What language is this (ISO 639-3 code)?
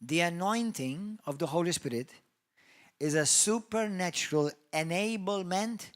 eng